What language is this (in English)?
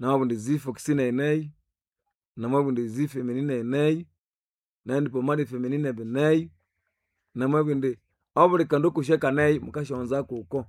Nande